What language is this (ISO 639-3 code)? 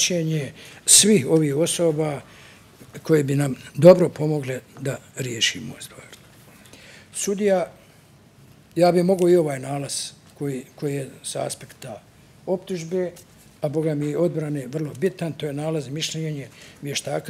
bos